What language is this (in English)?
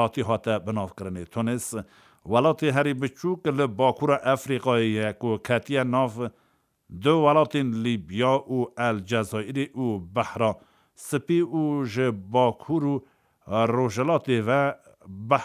Kurdish